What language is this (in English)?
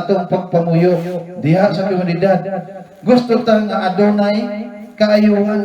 Cebuano